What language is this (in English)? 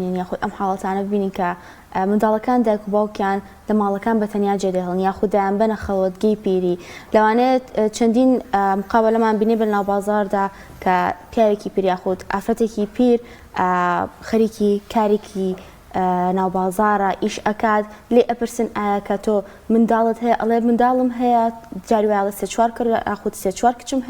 Central Kurdish